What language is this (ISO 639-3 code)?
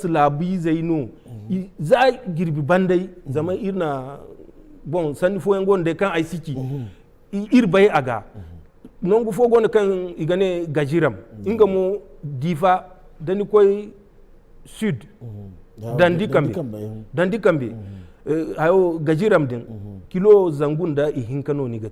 dje